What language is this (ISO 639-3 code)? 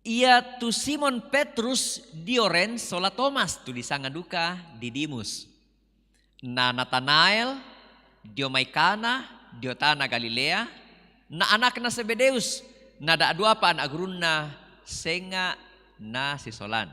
sda